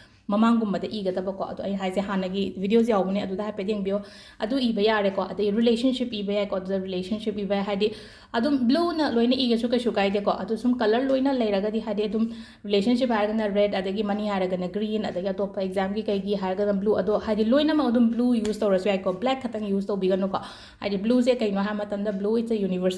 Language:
Manipuri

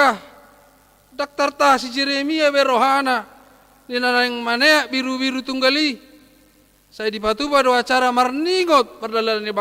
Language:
Batak Toba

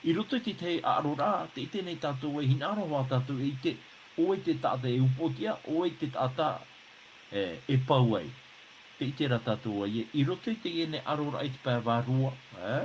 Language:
Tahitian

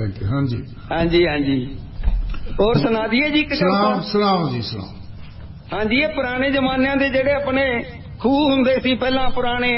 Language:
Punjabi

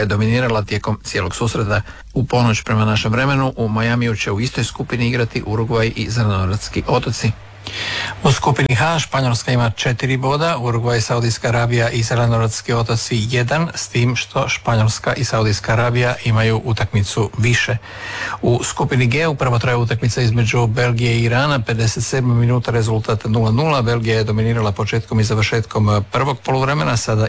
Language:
Croatian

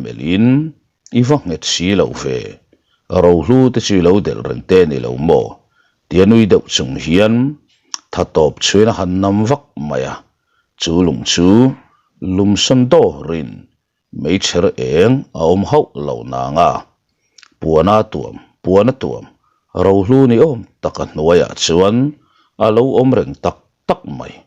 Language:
Mizo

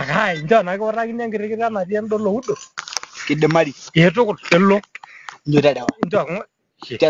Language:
Masai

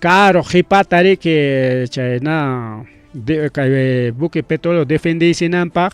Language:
Ayacucho Quechua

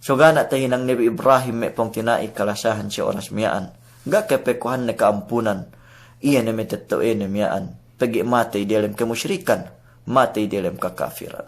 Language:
Yakan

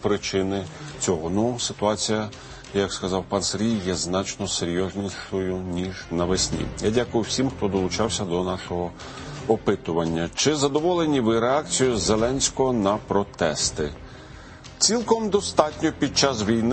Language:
Ukrainian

